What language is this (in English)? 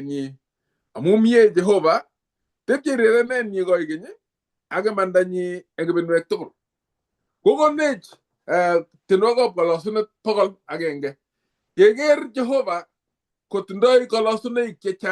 Kalenjin